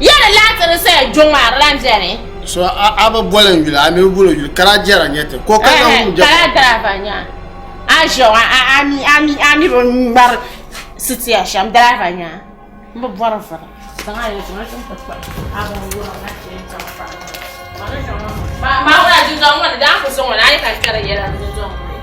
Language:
Dagbani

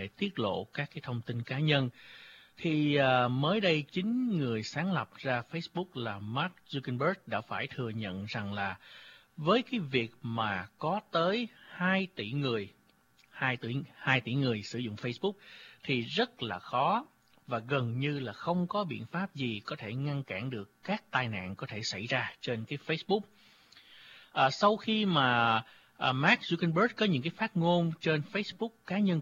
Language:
Vietnamese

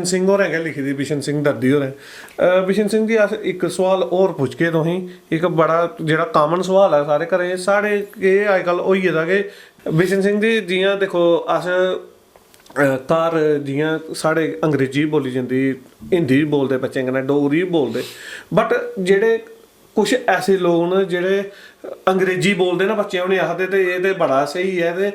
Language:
Dogri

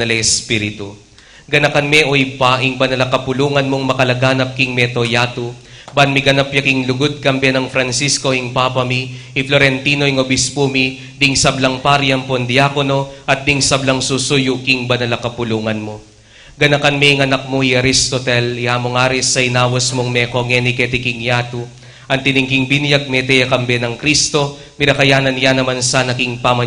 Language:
Pampanga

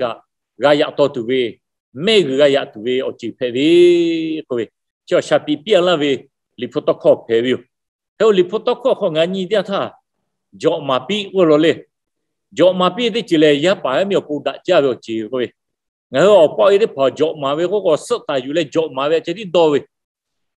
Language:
Lahu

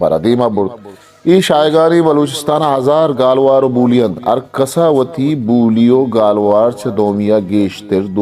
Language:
Eastern Balochi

